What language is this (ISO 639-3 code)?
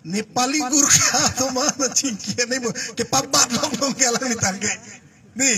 mjw